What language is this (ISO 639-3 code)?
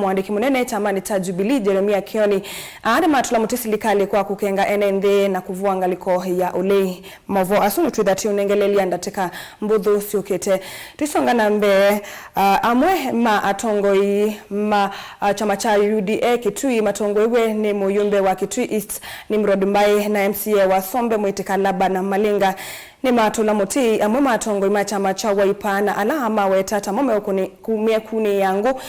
kam